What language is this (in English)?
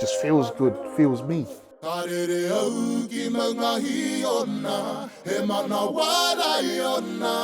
Māori